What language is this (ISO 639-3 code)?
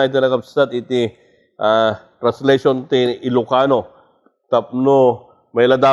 ilo